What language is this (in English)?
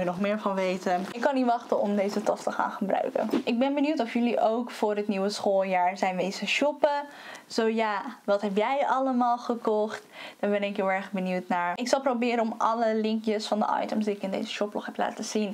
Dutch